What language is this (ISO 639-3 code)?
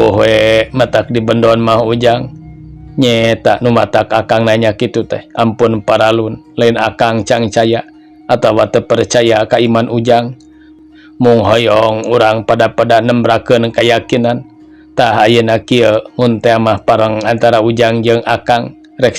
sun